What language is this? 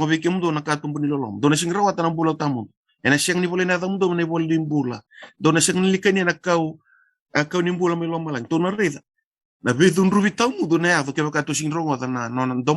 Fijian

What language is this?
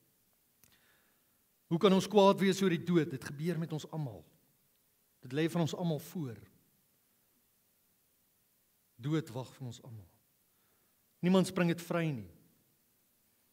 Afrikaans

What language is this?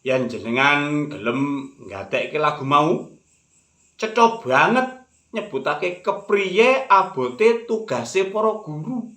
Javanese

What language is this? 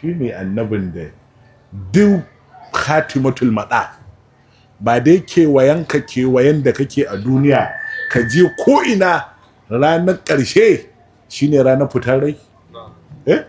Hausa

